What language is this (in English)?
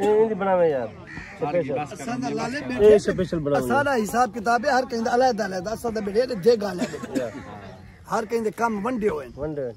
Saraiki